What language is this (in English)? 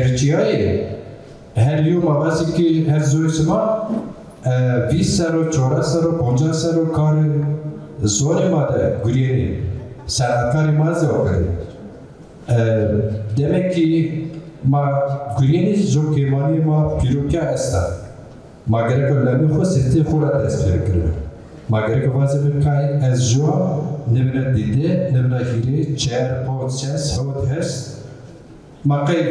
Zaza